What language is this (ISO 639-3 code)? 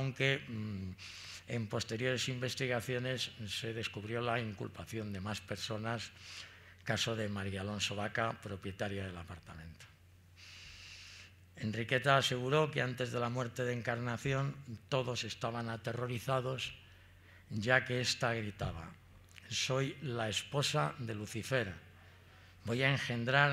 spa